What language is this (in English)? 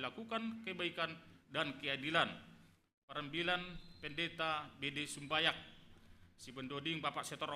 Batak Simalungun